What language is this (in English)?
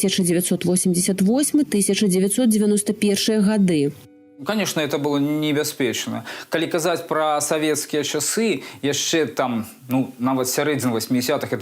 Belarusian